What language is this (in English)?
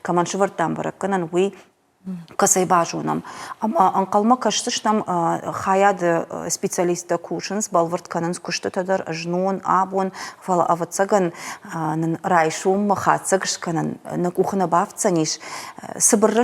Ossetic